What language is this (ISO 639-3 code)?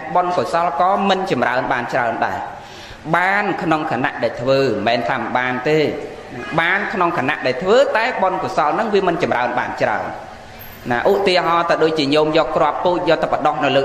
khm